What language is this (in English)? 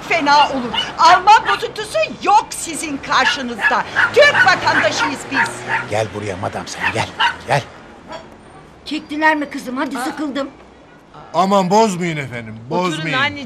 Turkish